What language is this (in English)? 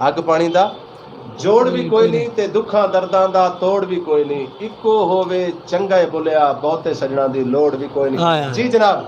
Saraiki